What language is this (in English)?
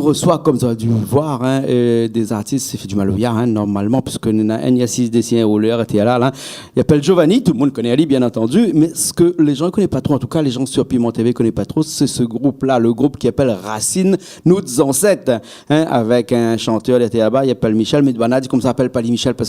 Réunion Creole French